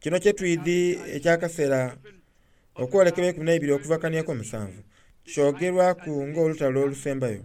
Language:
Soga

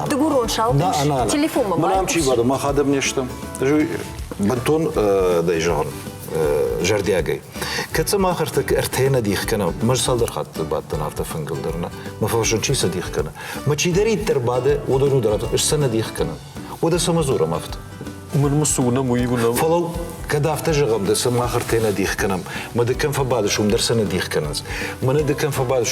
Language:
Ossetic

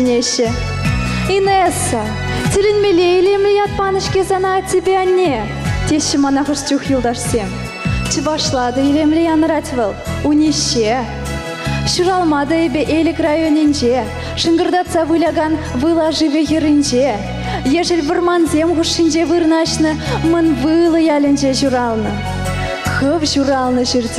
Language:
Chuvash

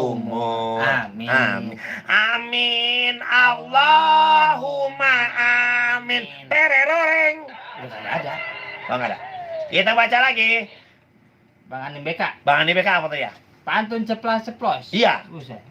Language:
Betawi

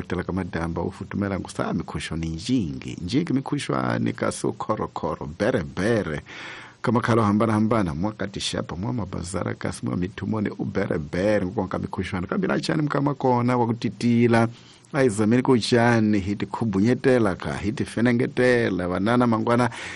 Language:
Tsonga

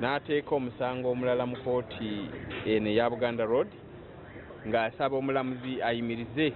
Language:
Ganda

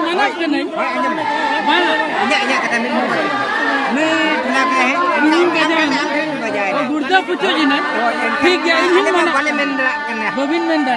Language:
Santali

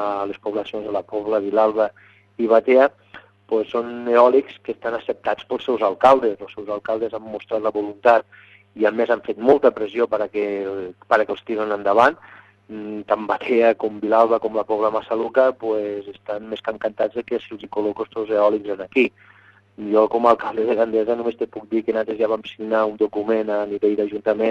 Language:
Catalan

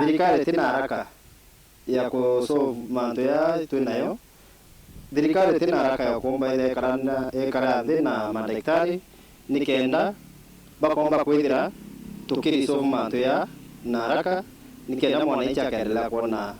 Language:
Meru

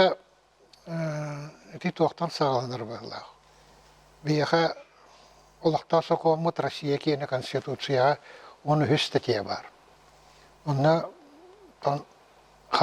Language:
Yakut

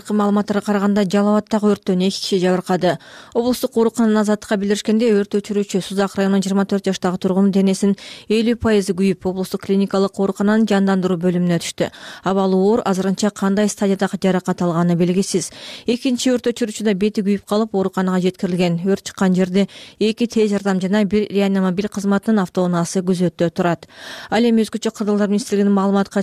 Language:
Kyrgyz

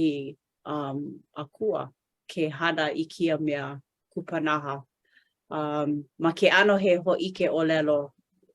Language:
Hawaiian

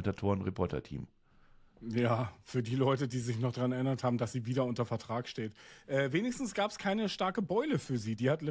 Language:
Swiss German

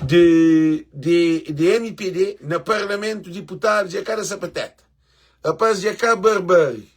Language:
Kabuverdianu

